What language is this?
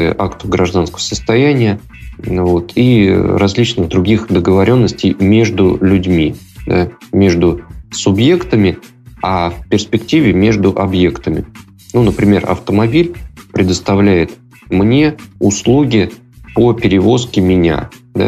Russian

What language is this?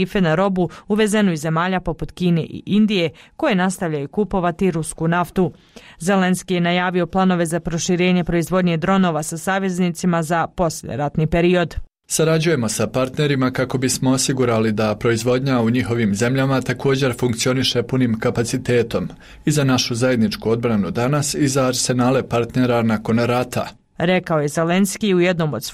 Bosnian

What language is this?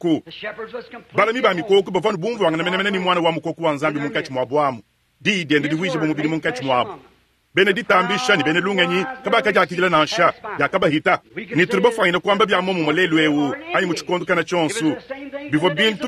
Luba-Lulua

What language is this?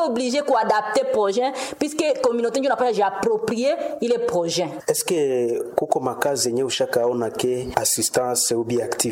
Swahili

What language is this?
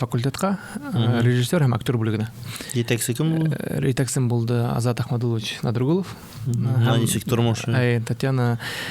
Bashkir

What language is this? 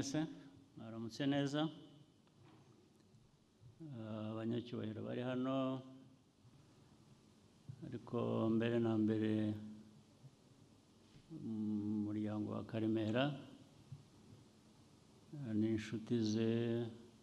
Kinyarwanda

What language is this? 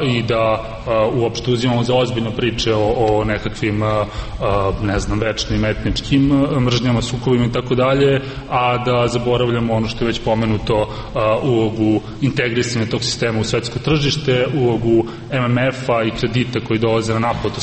Serbian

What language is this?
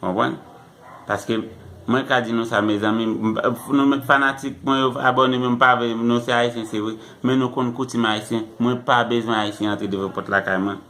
Haitian Creole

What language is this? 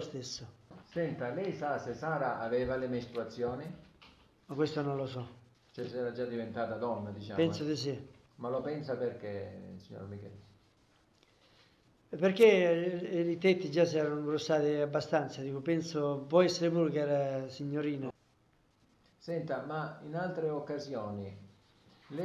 Italian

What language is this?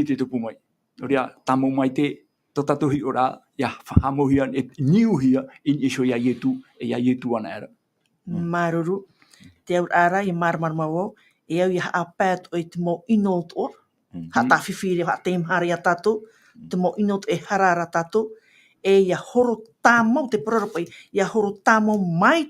Tahitian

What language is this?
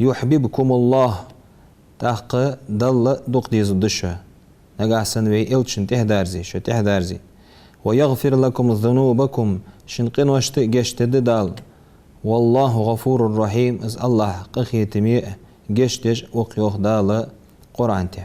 Ingush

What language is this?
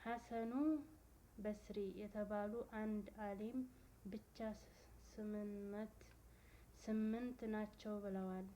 Amharic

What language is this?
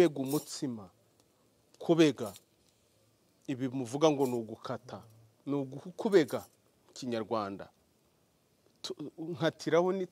Kinyarwanda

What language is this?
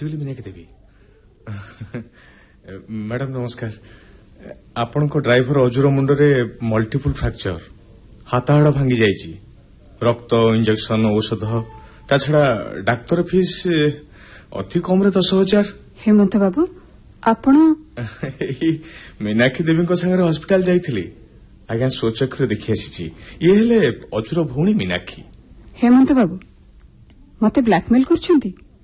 Odia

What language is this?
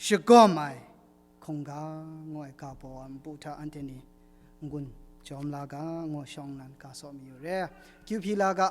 Kachin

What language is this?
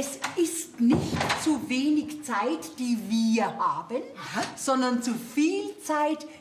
Bavarian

